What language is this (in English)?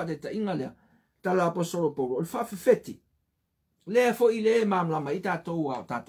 Samoan